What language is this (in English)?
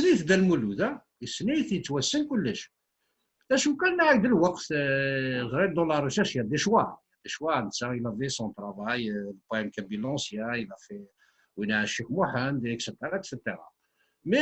Kabyle